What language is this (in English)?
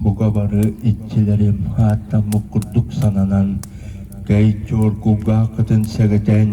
Yakut